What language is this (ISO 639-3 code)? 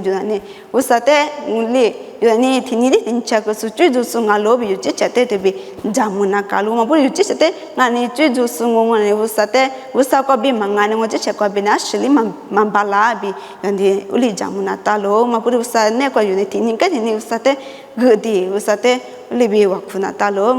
lis